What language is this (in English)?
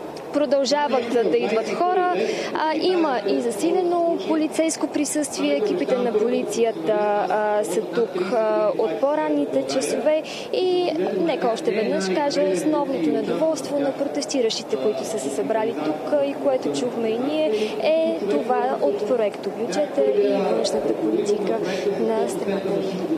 Bulgarian